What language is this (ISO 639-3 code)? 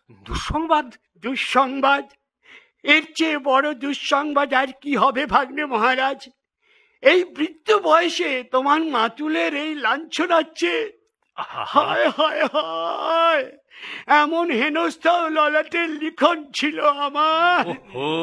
ben